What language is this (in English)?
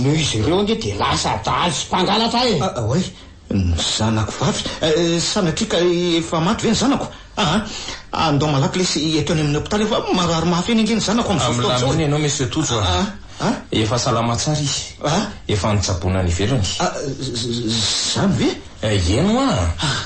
Malagasy